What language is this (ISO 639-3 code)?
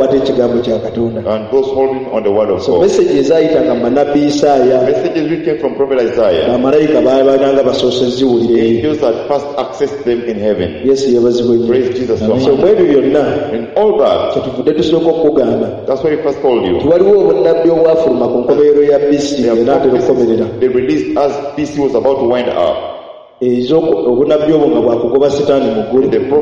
lug